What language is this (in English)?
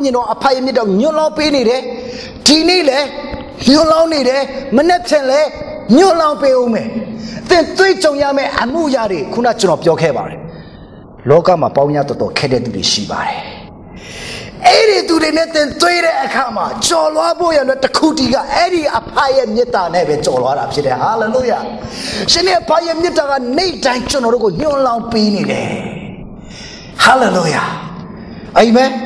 Burmese